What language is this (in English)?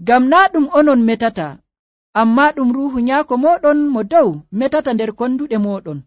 Nigerian Fulfulde